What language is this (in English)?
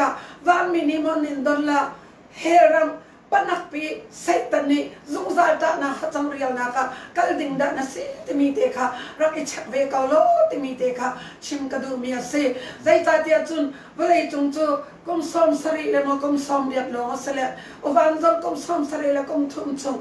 Hakha Chin